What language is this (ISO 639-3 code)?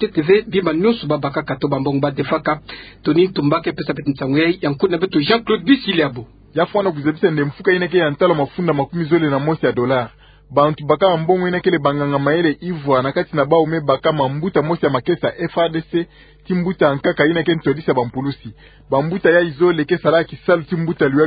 ktu